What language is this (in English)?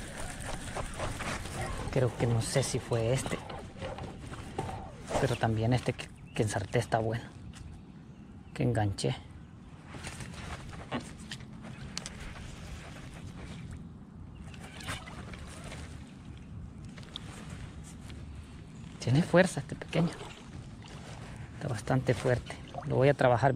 Spanish